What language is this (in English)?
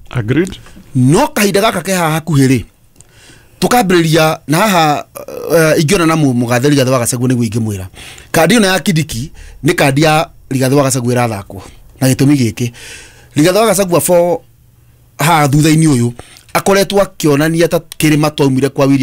Kikuyu